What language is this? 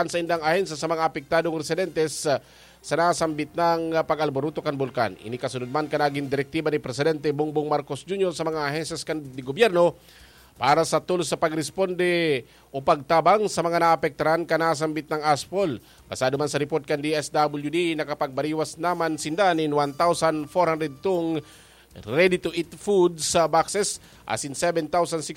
Bikol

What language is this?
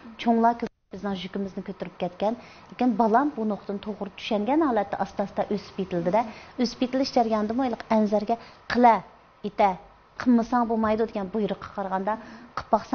Uyghur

